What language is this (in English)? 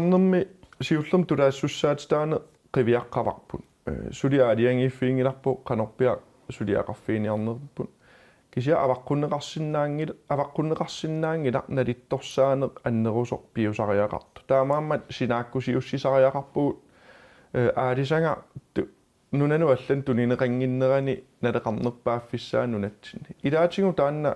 Kalaallisut